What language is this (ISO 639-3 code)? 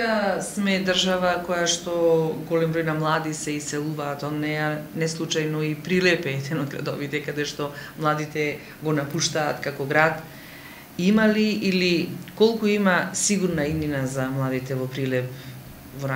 mkd